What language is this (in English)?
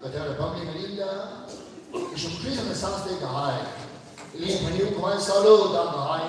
Tangkhul Naga (India)